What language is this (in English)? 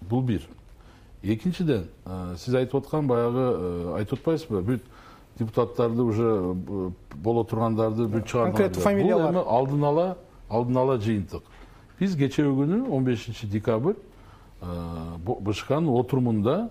Kyrgyz